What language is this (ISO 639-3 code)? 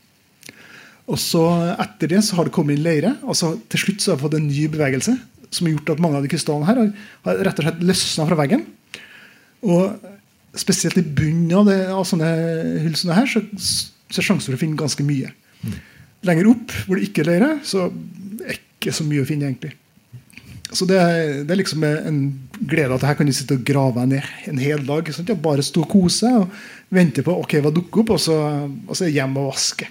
nor